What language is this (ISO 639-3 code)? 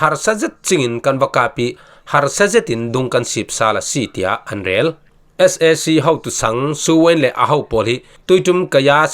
cfm